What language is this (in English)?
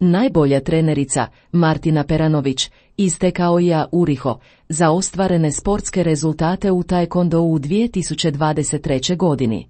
Croatian